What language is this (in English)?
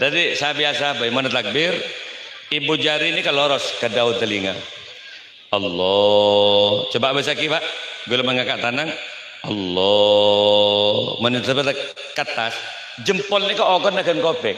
Madurese